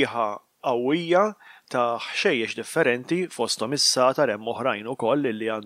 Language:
Maltese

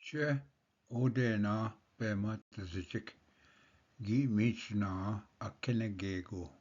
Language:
Ojibwa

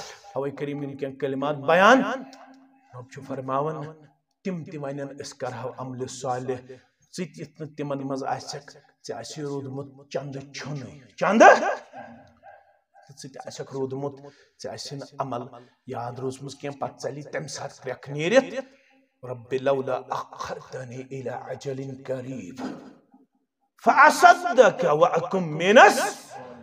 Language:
Kashmiri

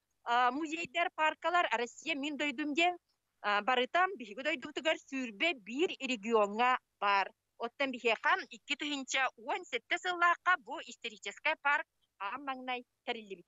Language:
Yakut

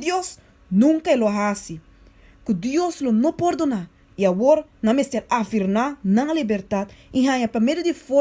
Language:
Papiamento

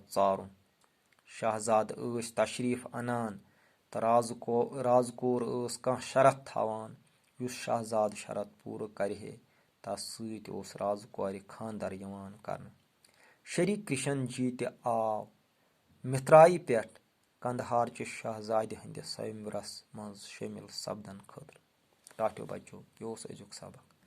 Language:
Kashmiri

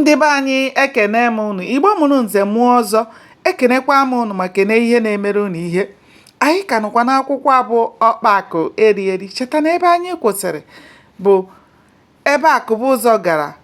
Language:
Igbo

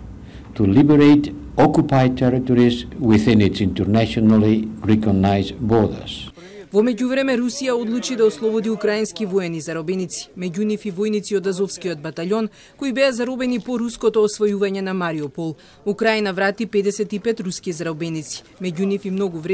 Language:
Macedonian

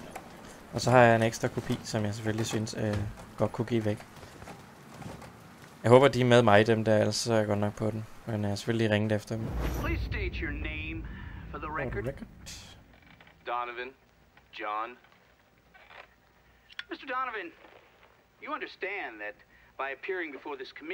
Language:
Danish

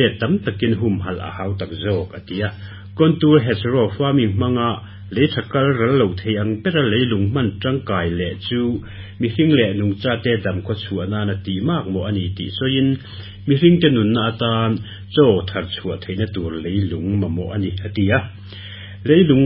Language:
Mizo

